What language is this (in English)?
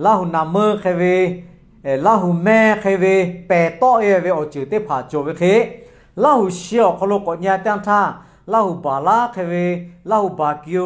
Lahu